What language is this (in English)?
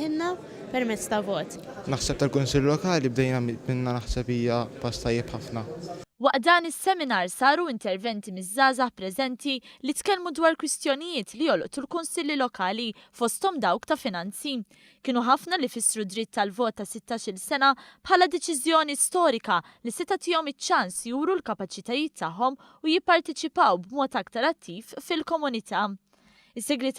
Maltese